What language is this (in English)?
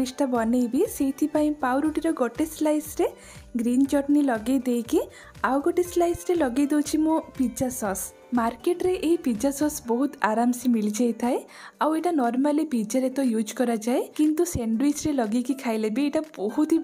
Odia